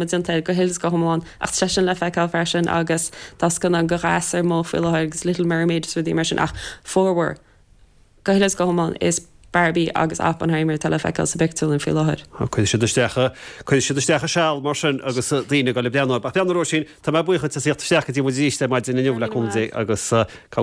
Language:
Irish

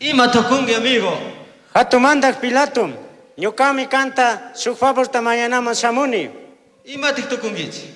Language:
Chimborazo Highland Quichua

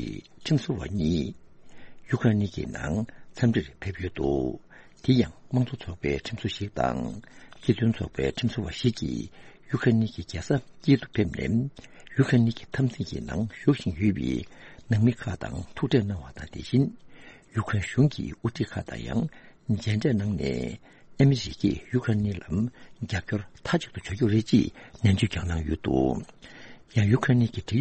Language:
Tibetan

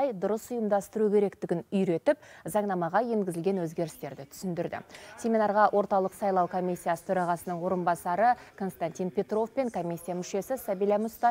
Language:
Kazakh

